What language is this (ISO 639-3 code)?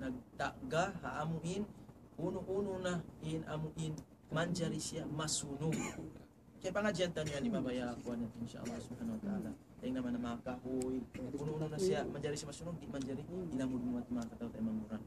tsg